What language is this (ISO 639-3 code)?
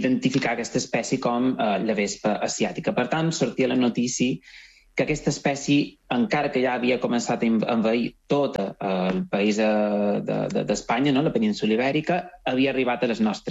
cat